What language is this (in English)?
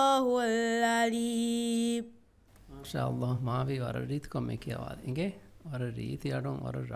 Divehi